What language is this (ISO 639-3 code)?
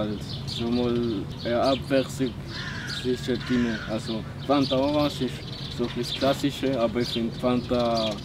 gsw